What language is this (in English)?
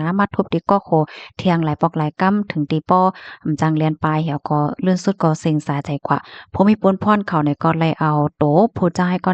Shan